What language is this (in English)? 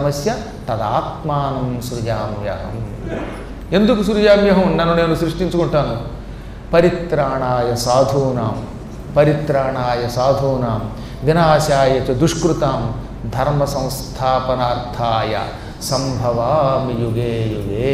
Telugu